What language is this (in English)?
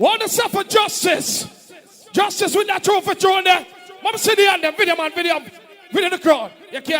Jamaican Creole English